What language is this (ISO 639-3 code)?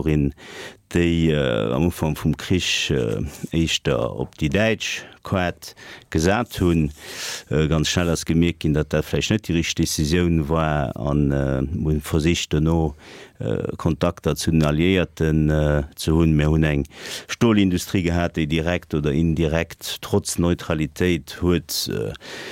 ltz